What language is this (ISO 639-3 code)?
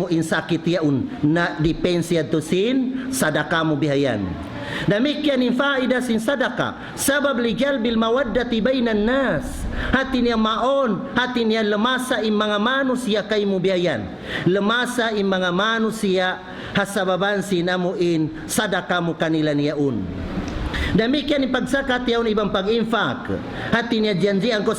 tsg